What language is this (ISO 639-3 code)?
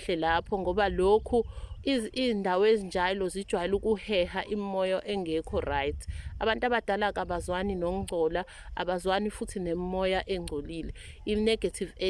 zul